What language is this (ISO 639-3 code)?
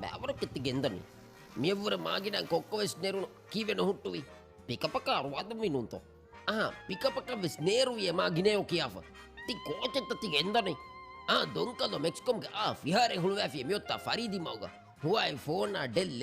div